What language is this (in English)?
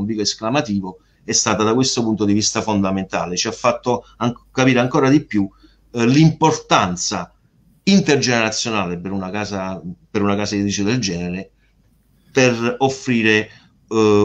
Italian